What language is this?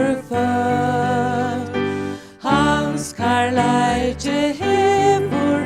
Faroese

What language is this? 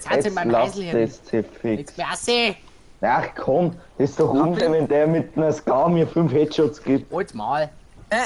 Bavarian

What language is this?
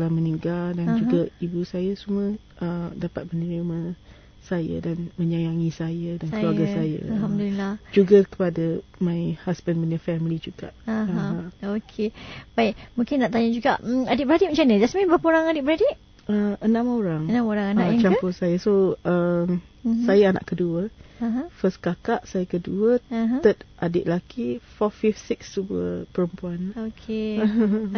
Malay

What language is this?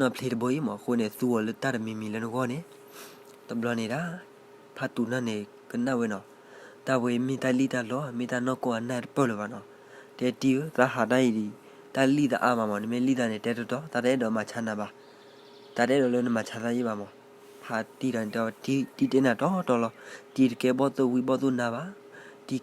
S'gaw Karen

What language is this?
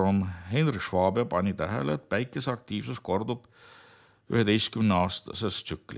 Estonian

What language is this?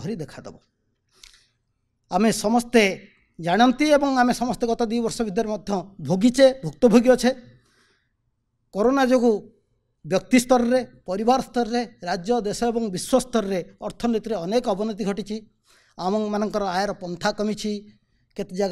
Odia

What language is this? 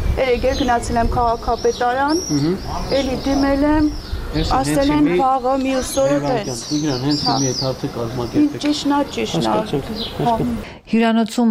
Armenian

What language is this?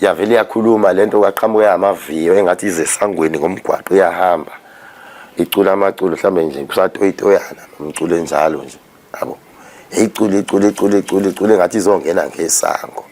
Zulu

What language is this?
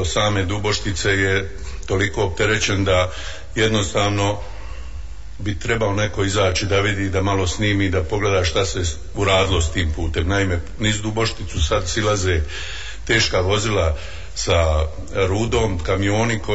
Bosnian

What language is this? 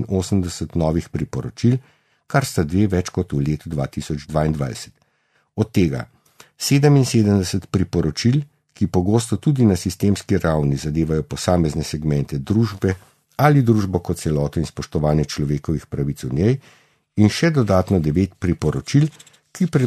Slovenian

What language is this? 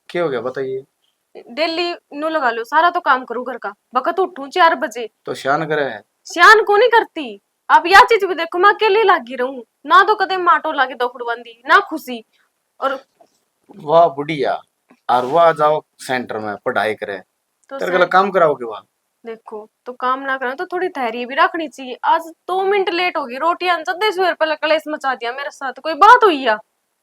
Haryanvi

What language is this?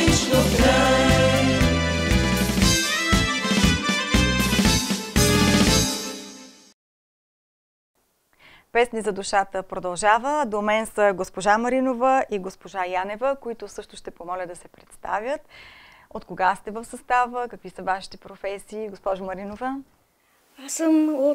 Bulgarian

